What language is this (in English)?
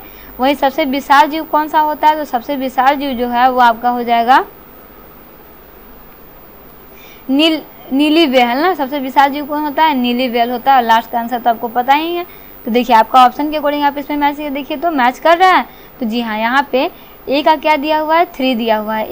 Hindi